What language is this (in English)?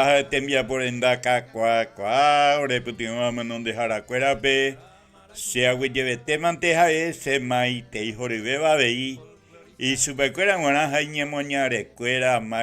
Guarani